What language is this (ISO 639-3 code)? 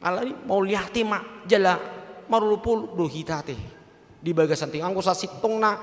bbc